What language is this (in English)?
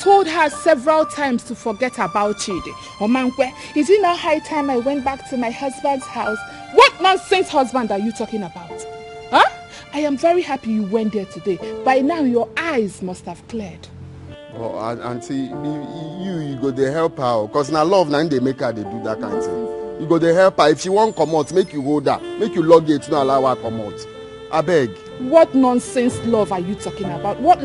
Nigerian Pidgin